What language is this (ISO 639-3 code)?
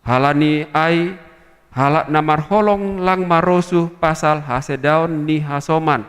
bts